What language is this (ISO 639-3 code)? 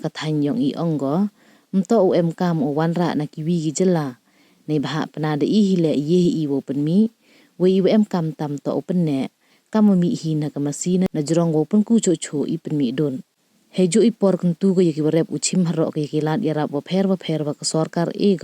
pbv